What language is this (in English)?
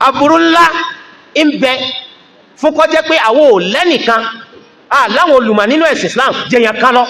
Yoruba